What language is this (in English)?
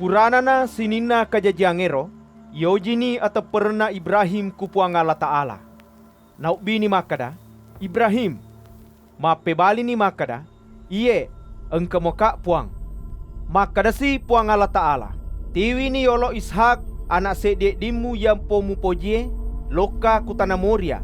Buginese